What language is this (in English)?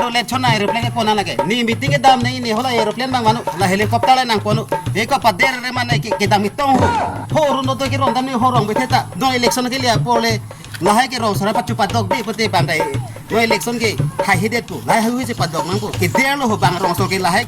Karbi